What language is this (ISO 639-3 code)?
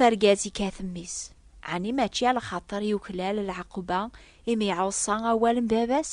kab